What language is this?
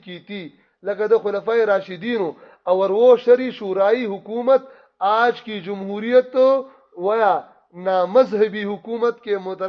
Pashto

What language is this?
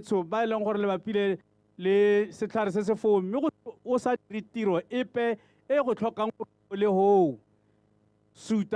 Tswana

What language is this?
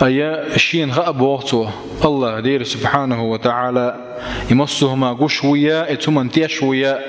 Chechen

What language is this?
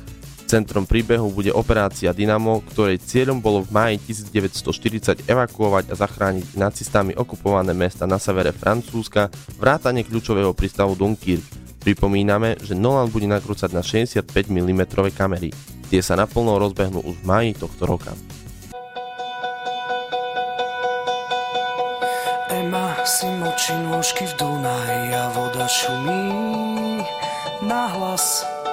Slovak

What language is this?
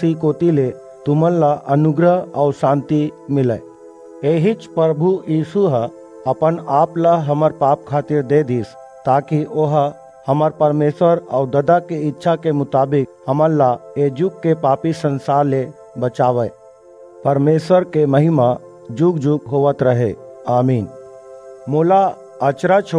Chhattisgarhi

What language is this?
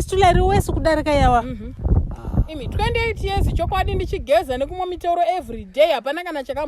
Shona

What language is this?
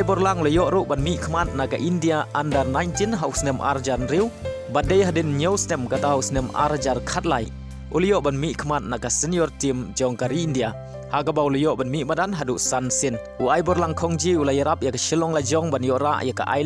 Khasi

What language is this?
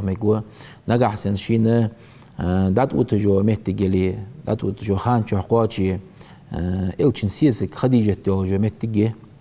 Ingush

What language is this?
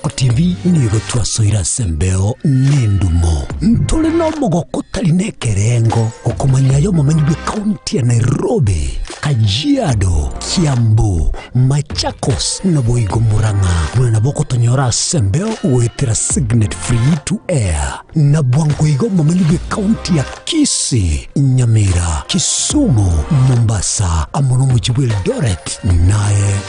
Gusii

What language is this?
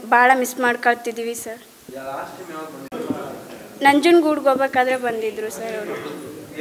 Kannada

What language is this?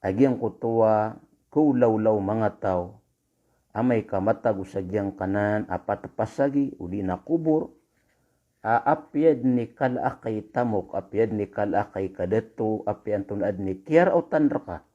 Maranao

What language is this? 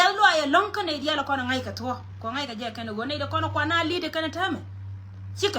Nuer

